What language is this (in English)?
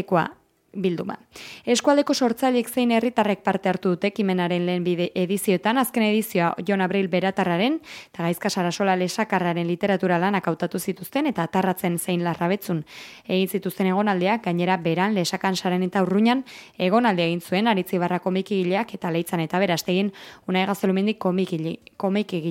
Basque